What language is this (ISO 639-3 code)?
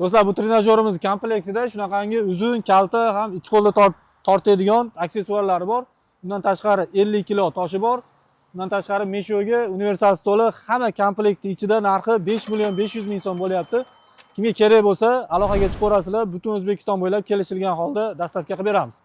uzb